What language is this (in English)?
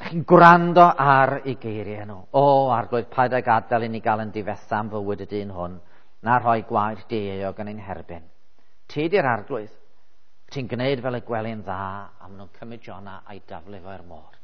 Welsh